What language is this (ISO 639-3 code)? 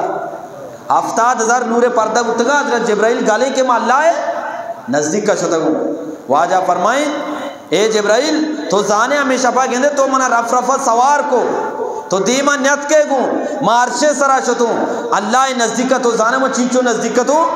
bgp